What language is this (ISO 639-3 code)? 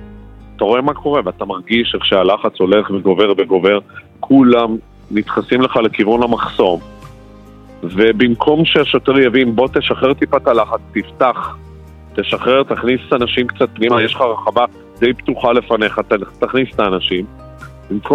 heb